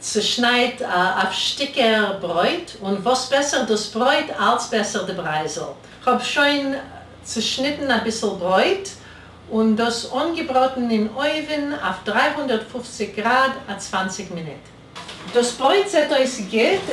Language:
Yiddish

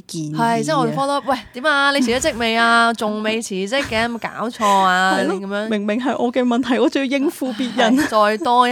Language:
Cantonese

